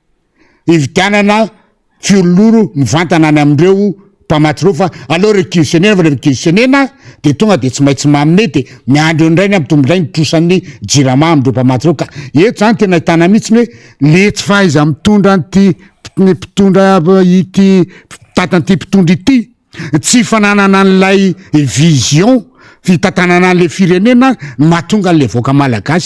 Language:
Malagasy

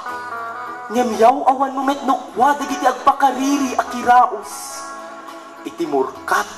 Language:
Iloko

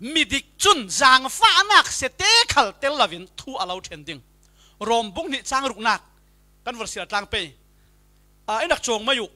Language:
Falam Chin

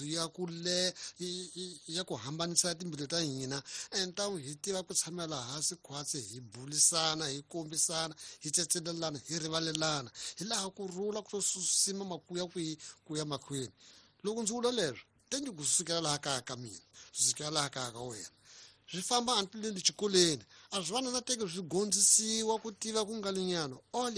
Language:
Tsonga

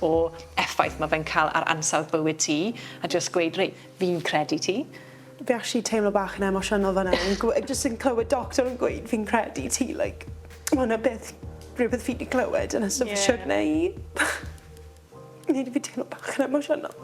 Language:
Welsh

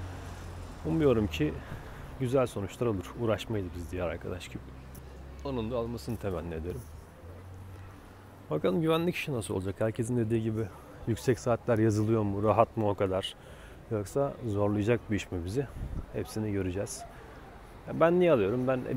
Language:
Turkish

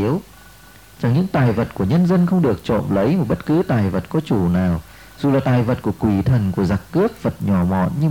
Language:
Vietnamese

